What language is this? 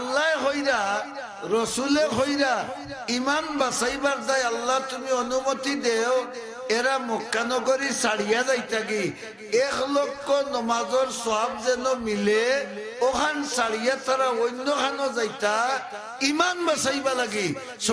Sylheti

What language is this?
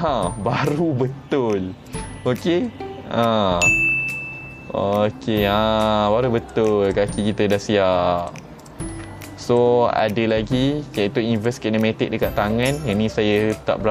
Malay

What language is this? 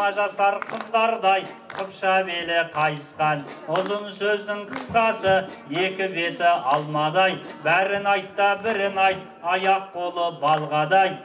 Kazakh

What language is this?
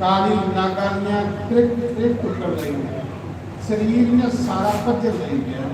Dogri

